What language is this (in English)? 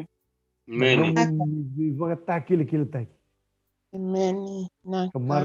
Fijian